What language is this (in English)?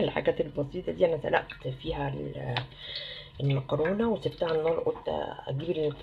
Egyptian Arabic